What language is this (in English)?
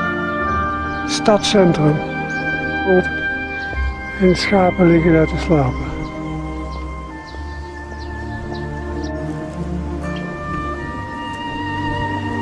Dutch